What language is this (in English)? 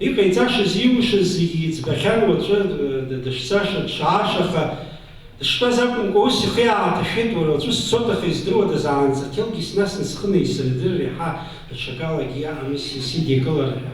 Abkhazian